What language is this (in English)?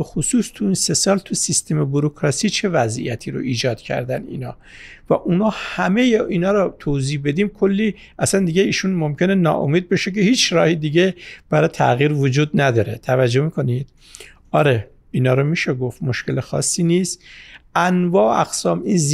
Persian